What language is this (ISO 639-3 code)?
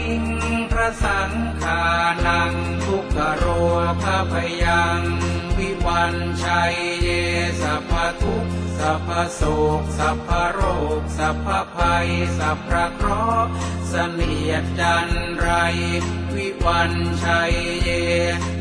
pli